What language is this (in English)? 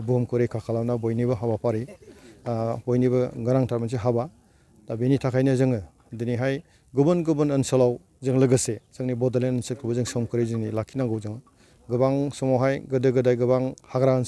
Bodo